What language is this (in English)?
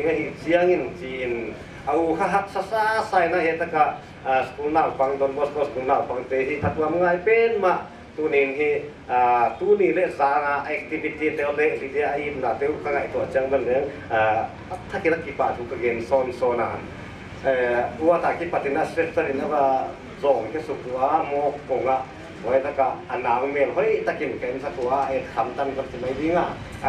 Paite Chin